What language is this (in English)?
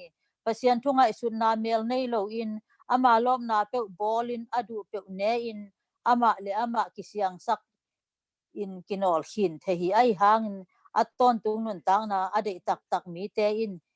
Tedim Chin